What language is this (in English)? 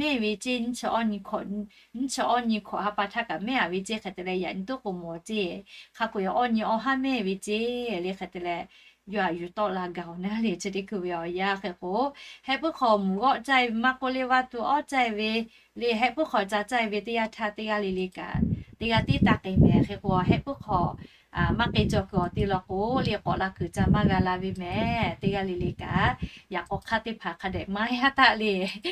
Lahu